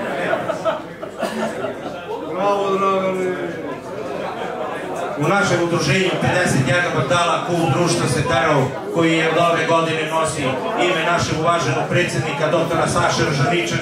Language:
Serbian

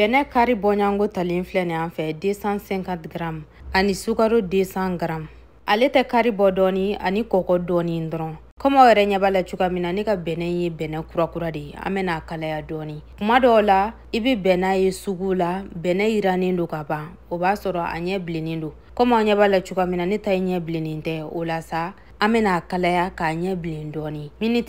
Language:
Bambara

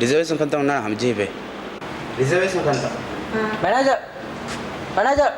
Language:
Divehi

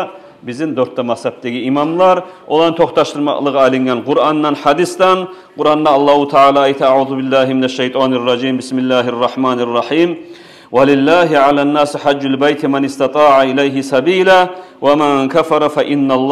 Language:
Kumyk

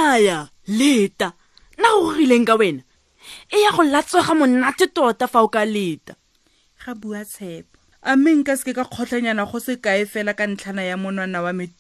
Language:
Tswana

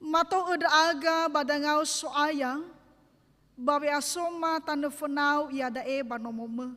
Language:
Nias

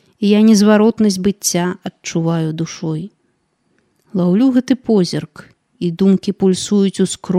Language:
Belarusian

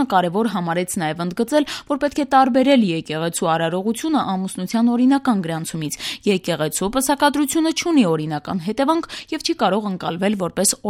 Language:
Armenian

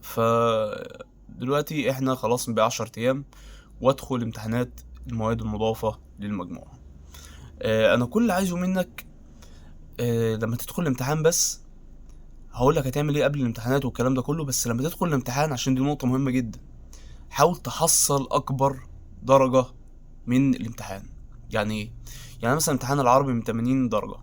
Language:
Egyptian Arabic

